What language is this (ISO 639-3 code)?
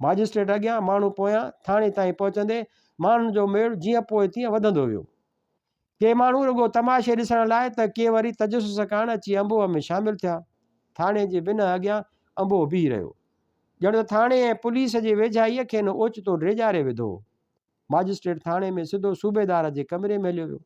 snd